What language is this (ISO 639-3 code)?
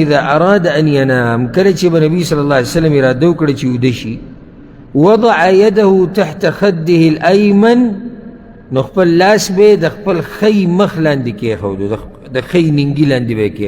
pus